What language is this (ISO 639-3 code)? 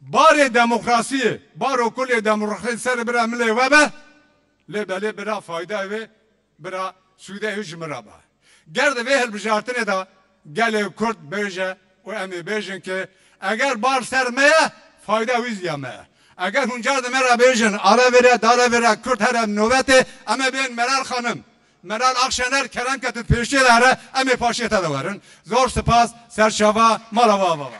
kur